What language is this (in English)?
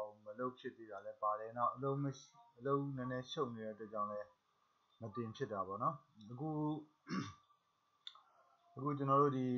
Burmese